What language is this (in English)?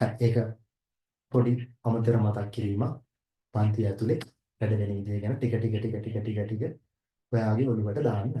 Sinhala